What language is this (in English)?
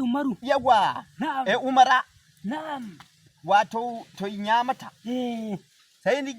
Nigerian Fulfulde